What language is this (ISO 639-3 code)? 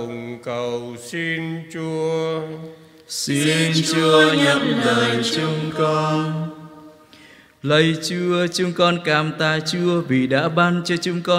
vie